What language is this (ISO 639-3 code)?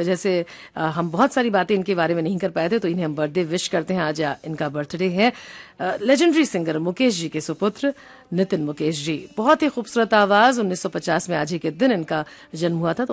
hin